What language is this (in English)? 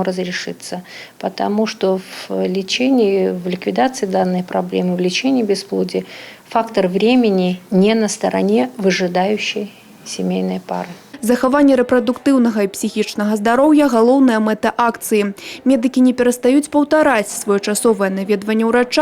Belarusian